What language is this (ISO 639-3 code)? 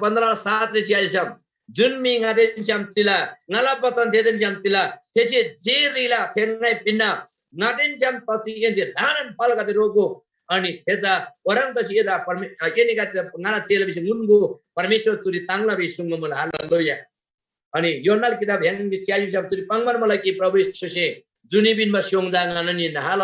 taj